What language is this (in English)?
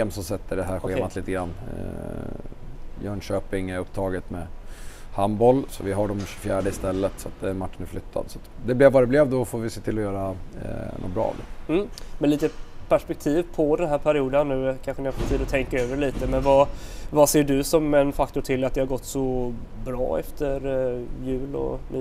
Swedish